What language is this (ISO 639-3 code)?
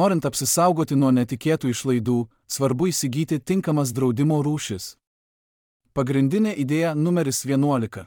lit